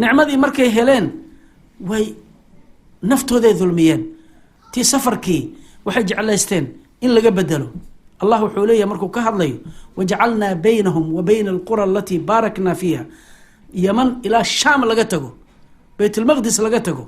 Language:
Somali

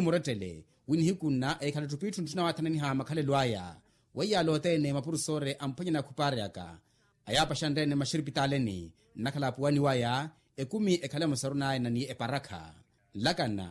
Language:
Makhuwa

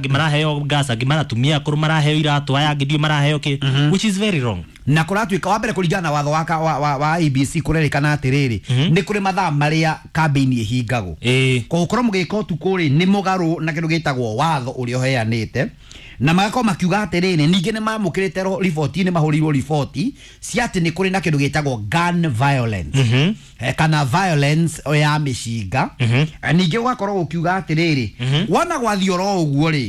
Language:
Kikuyu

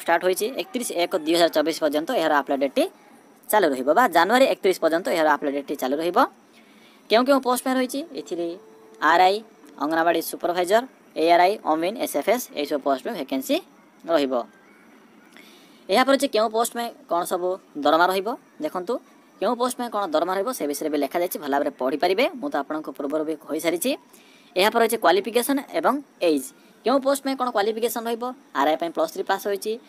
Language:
Odia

